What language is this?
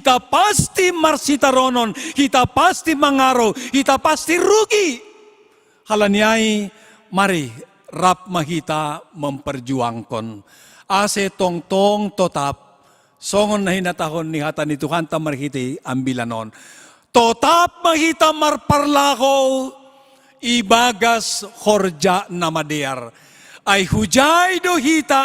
Batak Simalungun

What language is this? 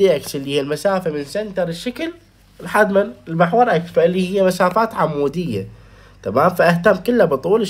Mesopotamian Arabic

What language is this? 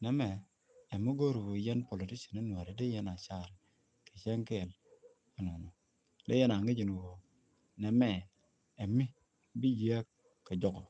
Nuer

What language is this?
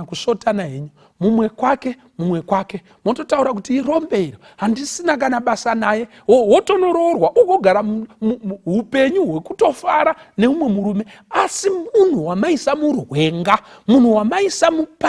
Shona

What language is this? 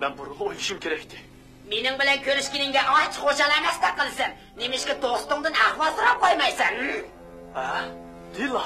Uyghur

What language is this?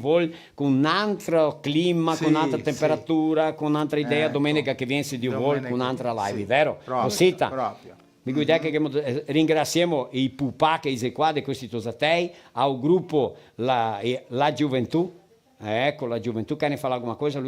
Venetian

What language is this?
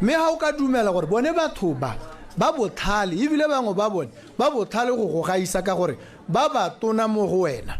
Tswana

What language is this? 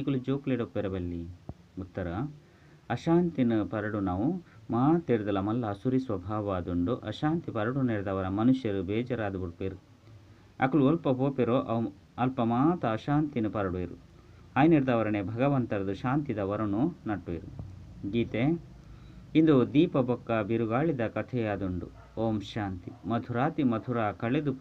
Tulu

